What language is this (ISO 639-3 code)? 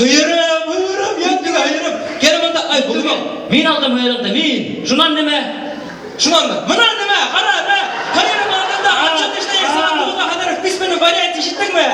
bak